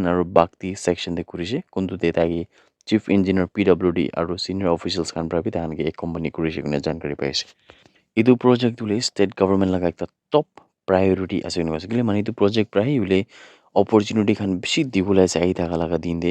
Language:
Naga Pidgin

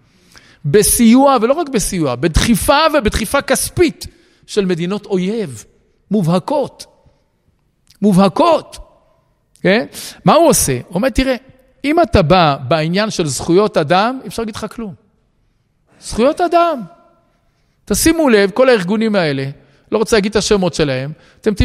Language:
Hebrew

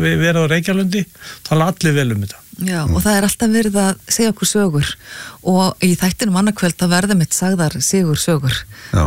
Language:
Icelandic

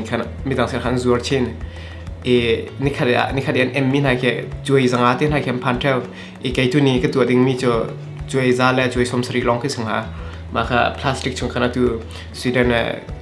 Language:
Hakha Chin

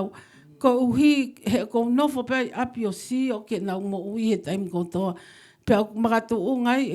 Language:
Tongan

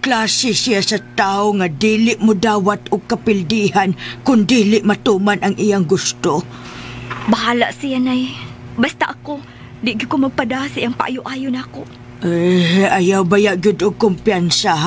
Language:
Cebuano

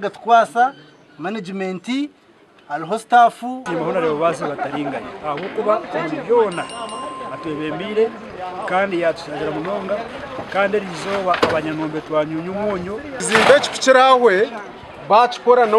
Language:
Nyankole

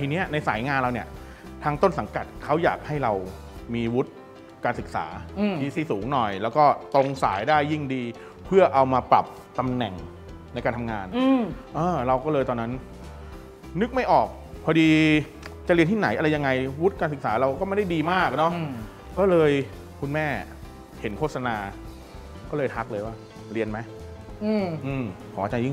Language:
Thai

